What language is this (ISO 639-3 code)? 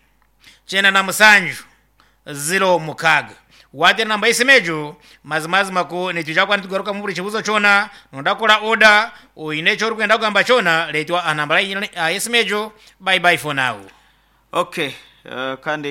nyn